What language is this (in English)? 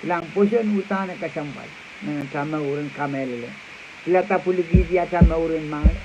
Pohnpeian